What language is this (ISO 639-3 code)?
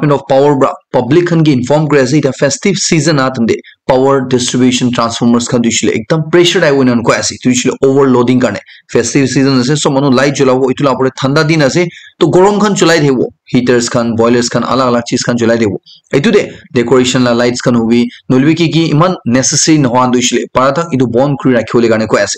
nag